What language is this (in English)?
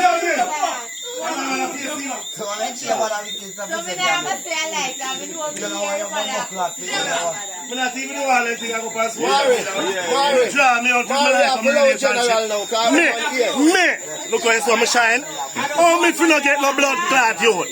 Jamaican Creole English